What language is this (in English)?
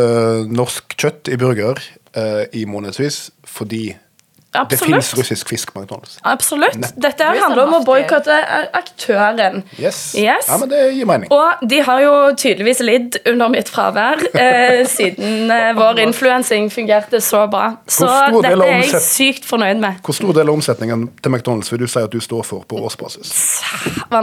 Norwegian